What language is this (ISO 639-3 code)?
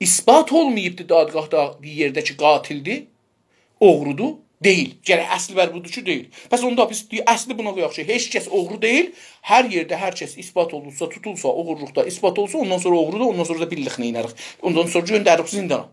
azb